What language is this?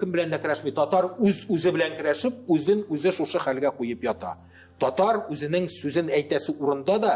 Tatar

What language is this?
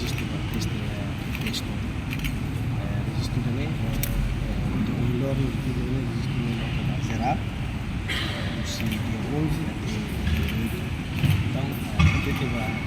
Tetum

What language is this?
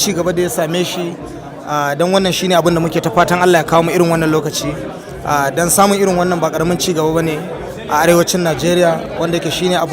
Hausa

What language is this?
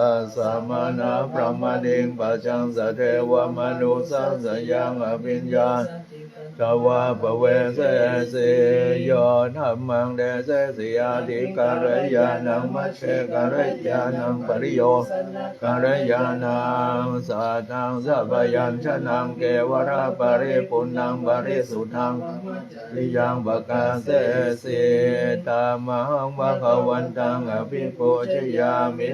Pali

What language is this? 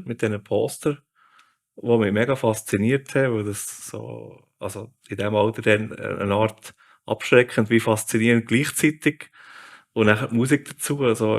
Swiss German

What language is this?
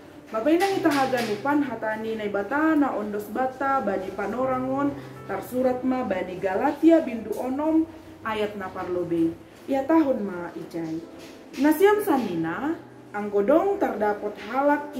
Batak Simalungun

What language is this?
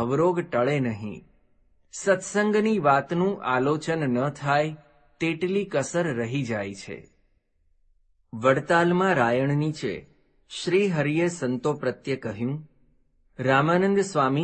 Gujarati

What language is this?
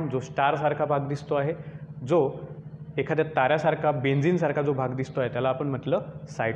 Marathi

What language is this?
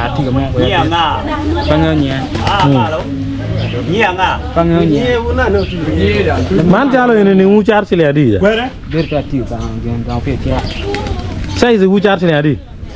Acoli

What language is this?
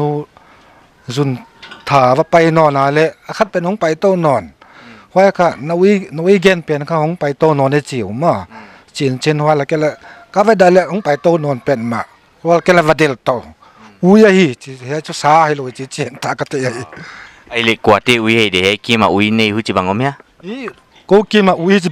Paite Chin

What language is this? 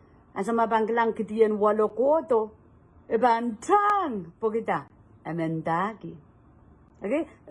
Pohnpeian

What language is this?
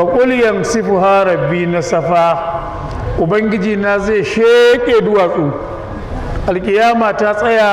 Hausa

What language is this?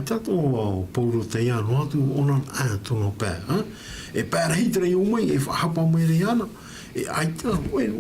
Tahitian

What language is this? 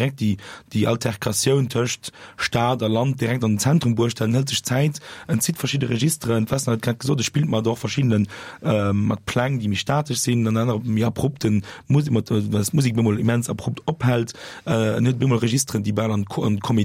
Luxembourgish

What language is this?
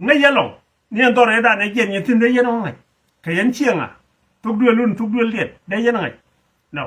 Nuer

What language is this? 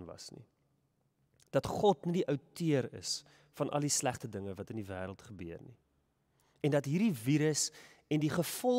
Afrikaans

